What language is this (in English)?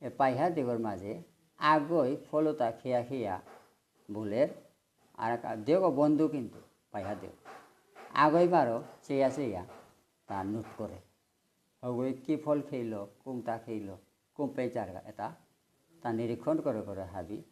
Bishnupriya